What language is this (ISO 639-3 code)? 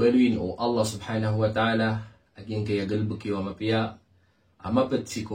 mrw